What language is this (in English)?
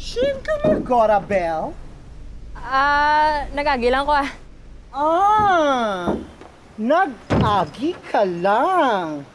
Hiligaynon